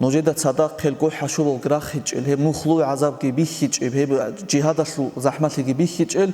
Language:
Avaric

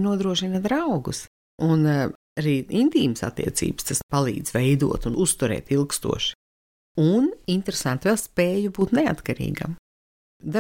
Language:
Latvian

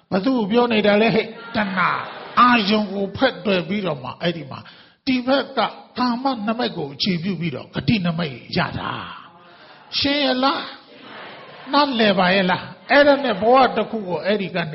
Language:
Burmese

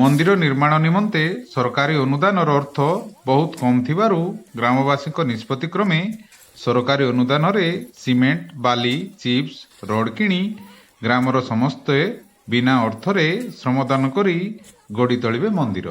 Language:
Odia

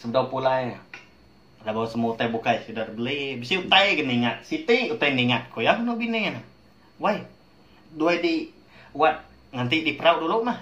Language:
Iban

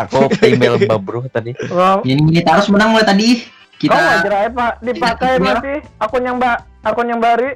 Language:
Banjar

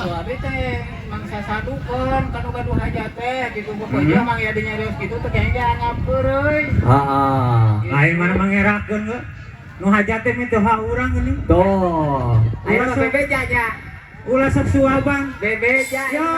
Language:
Sundanese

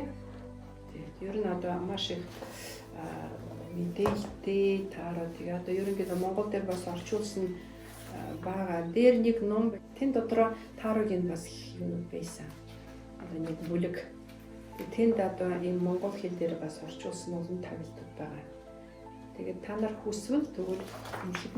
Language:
Mongolian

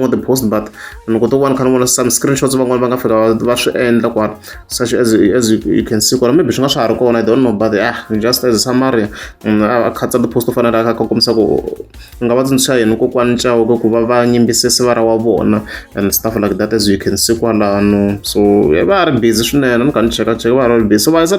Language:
Tsonga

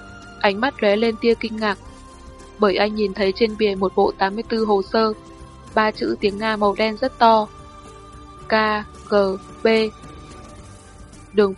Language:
Vietnamese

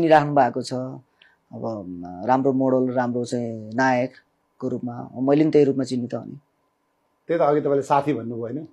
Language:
Nepali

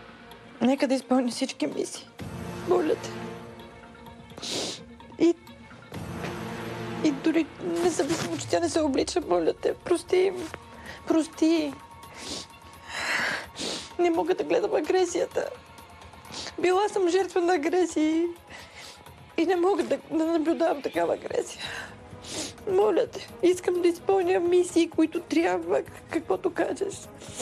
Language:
Bulgarian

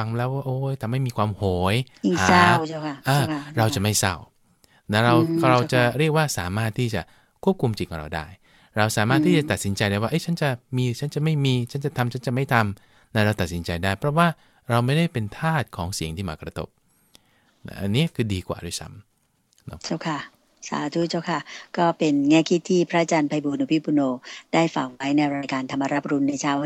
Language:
Thai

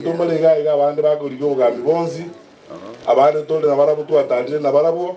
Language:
Gusii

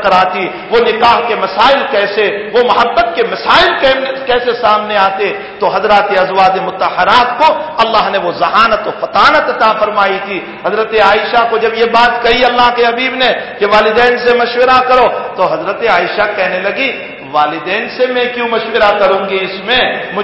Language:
Urdu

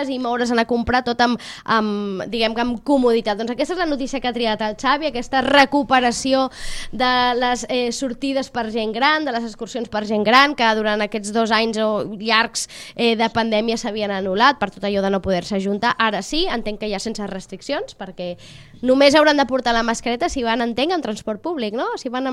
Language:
Catalan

